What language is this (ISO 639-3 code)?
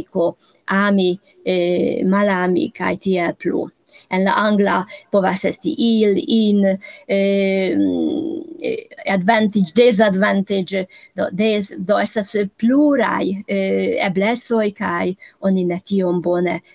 epo